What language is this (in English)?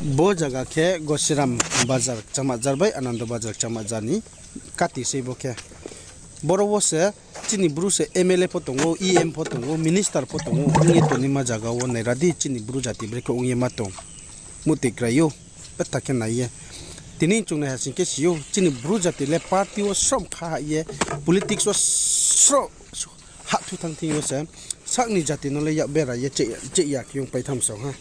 Riang (India)